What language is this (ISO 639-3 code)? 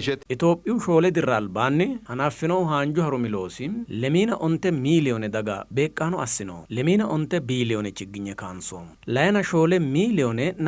sid